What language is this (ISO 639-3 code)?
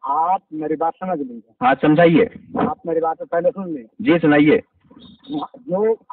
urd